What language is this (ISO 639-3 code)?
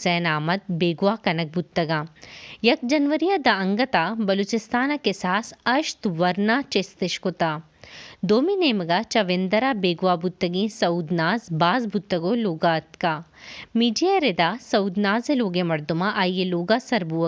bal